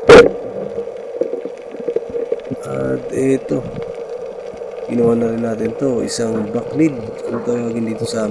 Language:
Filipino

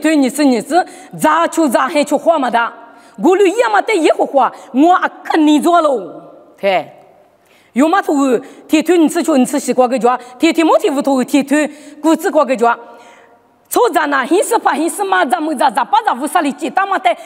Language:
Lisu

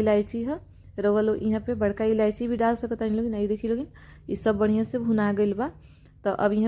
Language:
Bhojpuri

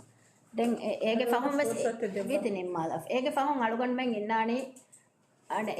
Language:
Divehi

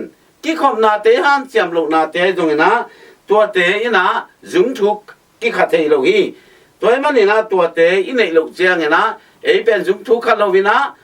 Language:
Tedim Chin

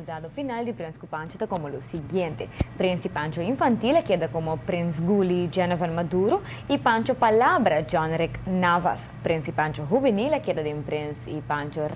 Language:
Papiamento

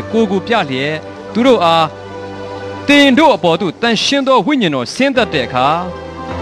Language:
Burmese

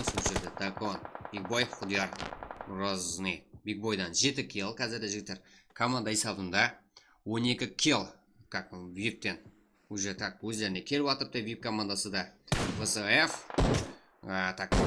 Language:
Kara-Kalpak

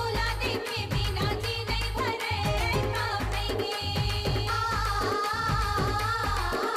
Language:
Chhattisgarhi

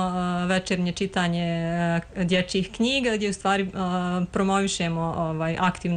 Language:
Bosnian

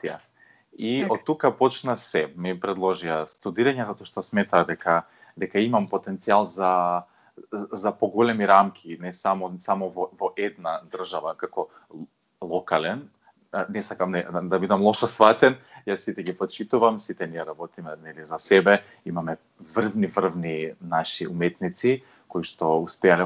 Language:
Macedonian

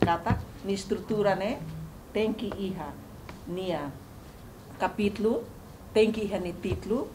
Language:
Tetum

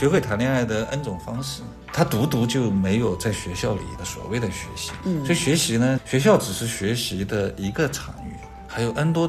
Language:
Chinese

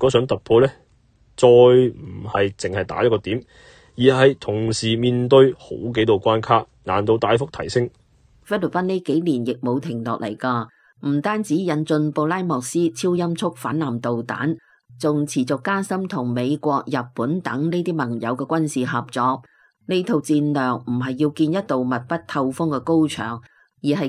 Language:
Cantonese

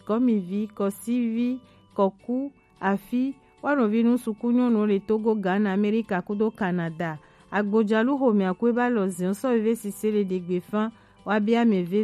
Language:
Gen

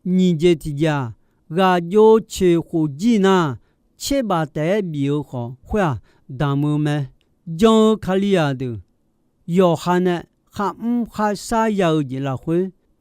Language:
Akha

